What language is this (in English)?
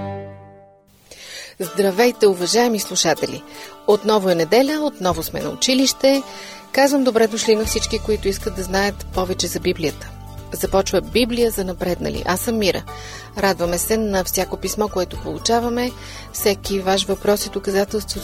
Bulgarian